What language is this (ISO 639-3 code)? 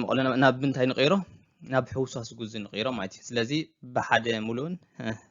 tir